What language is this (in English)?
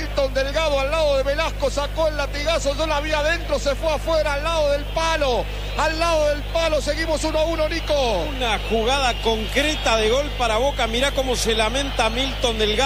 Spanish